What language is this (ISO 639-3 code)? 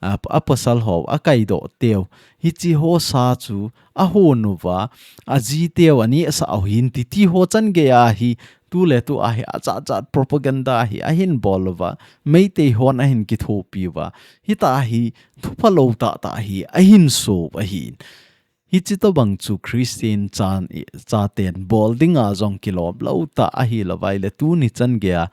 tcz